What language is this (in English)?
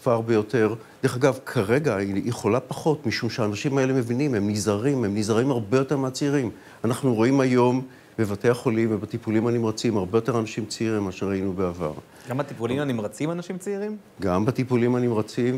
Hebrew